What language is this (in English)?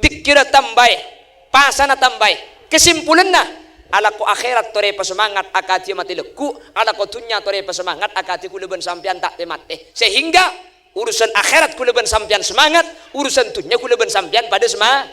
Madurese